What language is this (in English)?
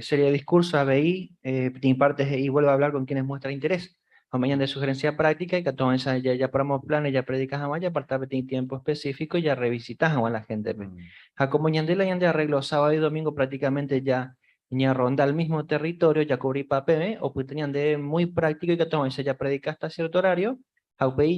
Guarani